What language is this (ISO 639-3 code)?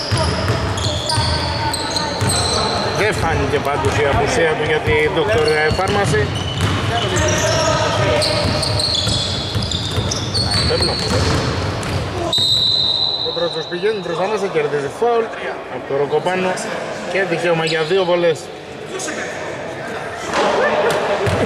ell